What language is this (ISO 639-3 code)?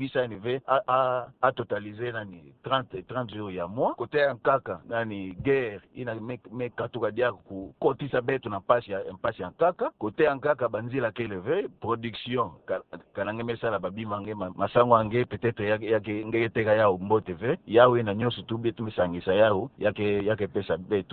ktu